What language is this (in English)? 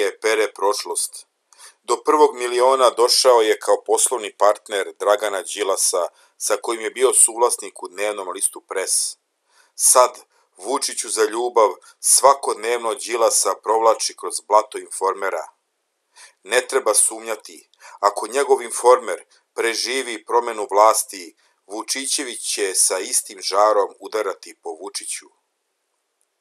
Serbian